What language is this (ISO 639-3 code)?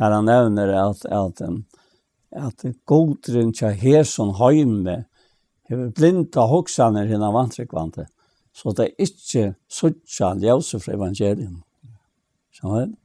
fao